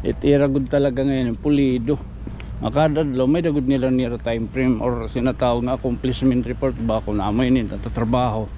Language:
Waray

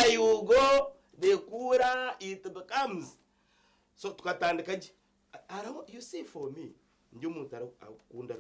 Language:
Nyankole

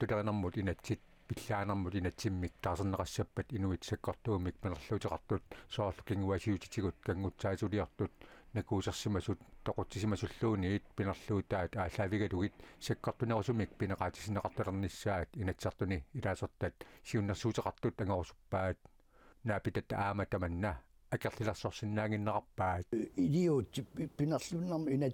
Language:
Kalaallisut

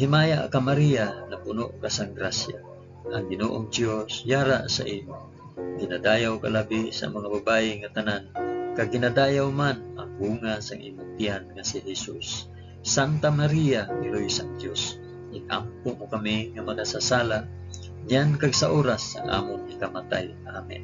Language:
Hiligaynon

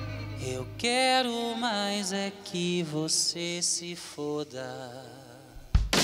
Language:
Portuguese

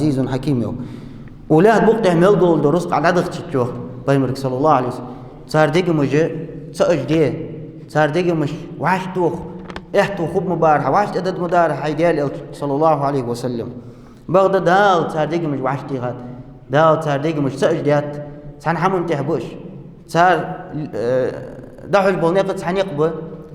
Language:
Ingush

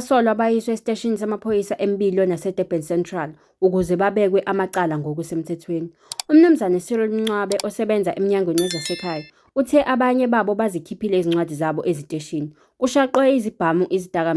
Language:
Zulu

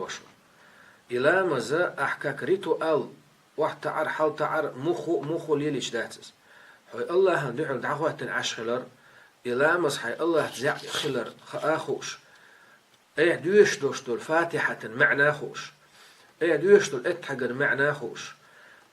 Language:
Chechen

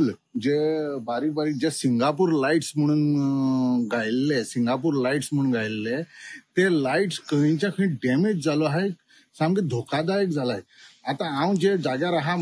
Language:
Konkani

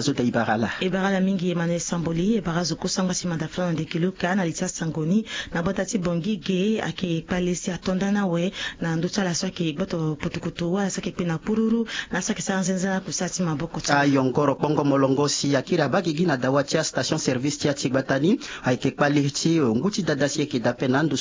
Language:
Sango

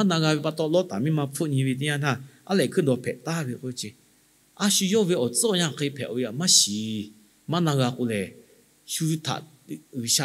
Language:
Lahu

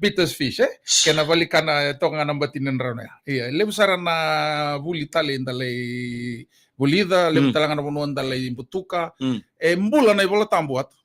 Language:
Fijian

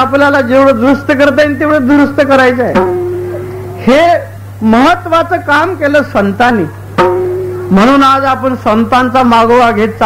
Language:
Marathi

